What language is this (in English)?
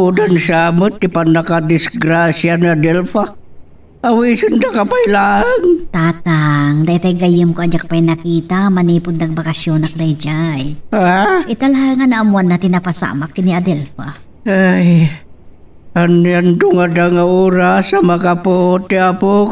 Iloko